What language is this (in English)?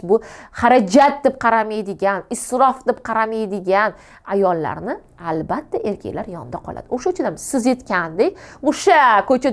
Uzbek